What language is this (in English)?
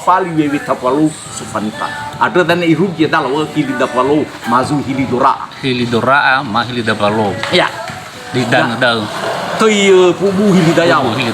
Nias